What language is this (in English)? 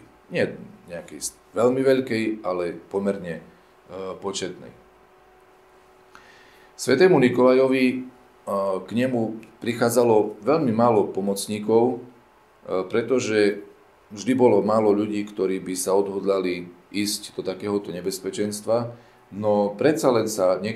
Slovak